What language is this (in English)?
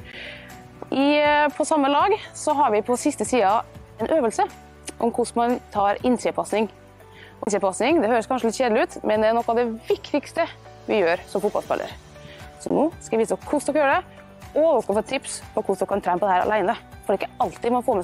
Norwegian